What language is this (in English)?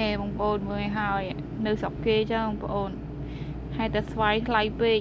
Khmer